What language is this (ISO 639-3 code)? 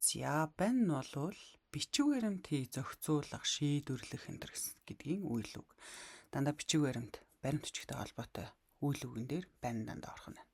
mon